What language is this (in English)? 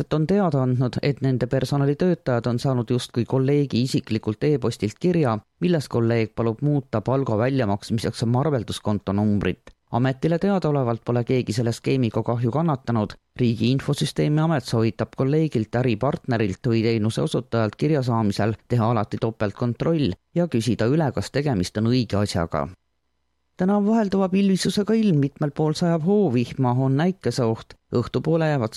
Estonian